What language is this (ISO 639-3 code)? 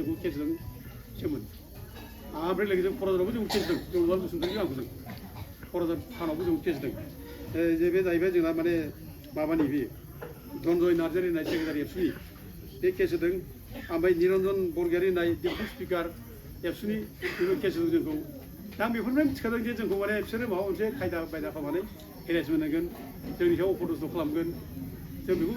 brx